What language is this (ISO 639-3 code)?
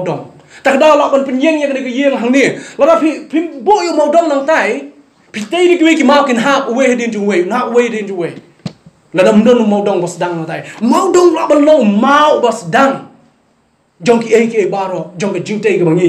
kha